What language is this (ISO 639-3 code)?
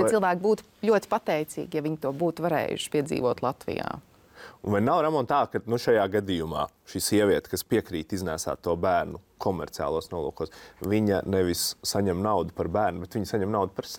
lav